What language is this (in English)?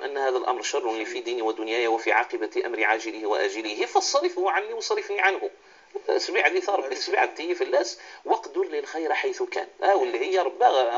Moroccan Arabic